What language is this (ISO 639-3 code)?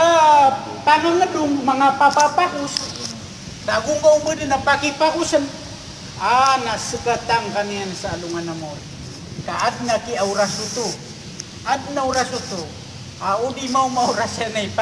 mrw